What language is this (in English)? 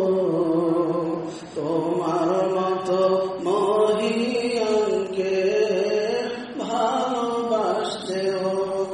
Bangla